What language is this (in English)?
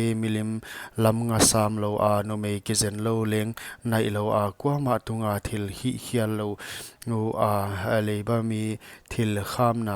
Paite Chin